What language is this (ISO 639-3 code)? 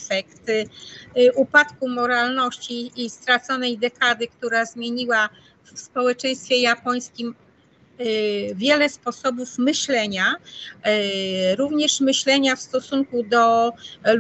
pol